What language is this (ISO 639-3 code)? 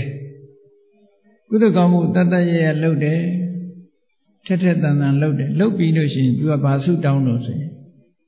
mya